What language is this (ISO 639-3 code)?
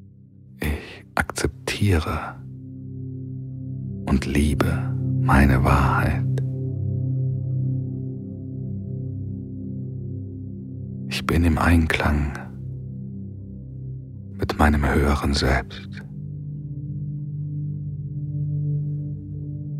deu